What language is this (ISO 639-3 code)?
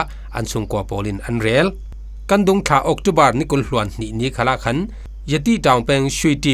cfm